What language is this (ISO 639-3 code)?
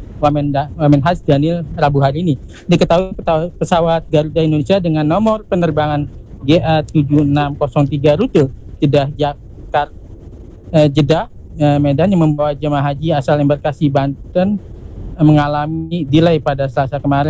ind